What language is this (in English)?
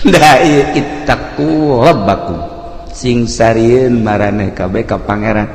Sundanese